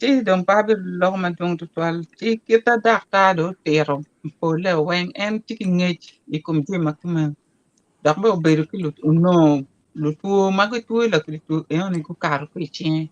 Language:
Acoli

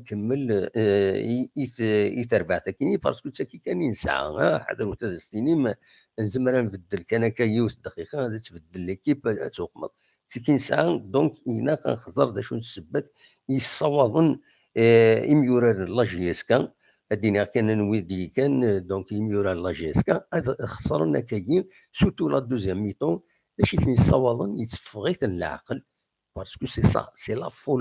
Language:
Kabyle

